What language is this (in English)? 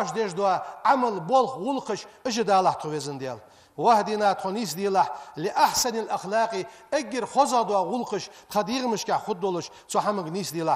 Ingush